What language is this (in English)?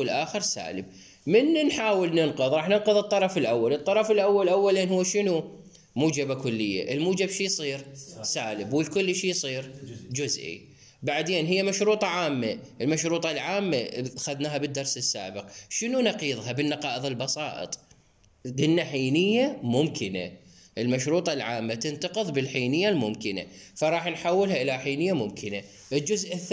Mesopotamian Arabic